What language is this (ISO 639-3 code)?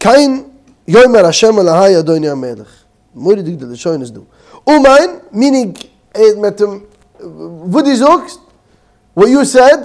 yid